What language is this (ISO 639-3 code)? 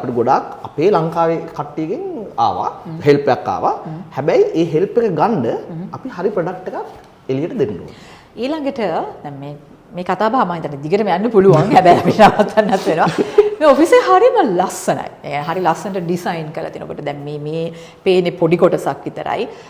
sin